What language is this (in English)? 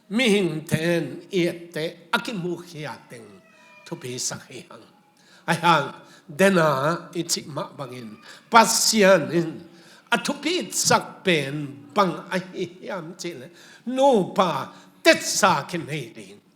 Tedim Chin